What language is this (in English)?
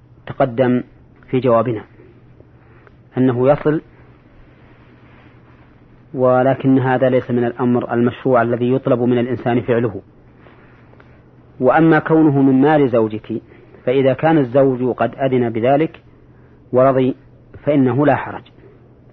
Arabic